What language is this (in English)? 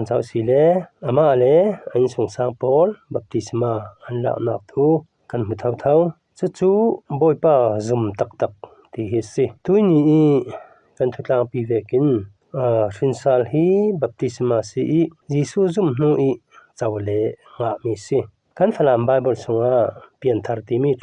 Falam Chin